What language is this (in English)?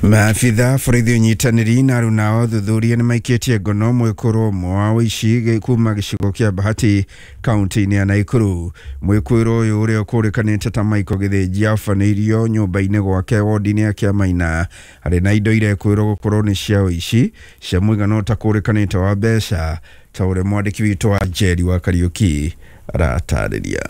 Kikuyu